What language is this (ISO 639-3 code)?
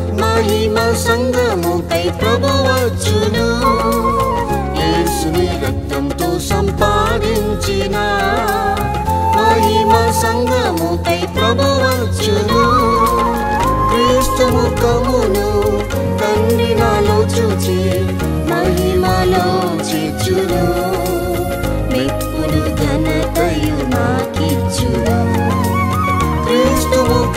tel